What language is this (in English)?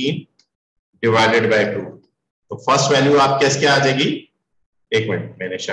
Hindi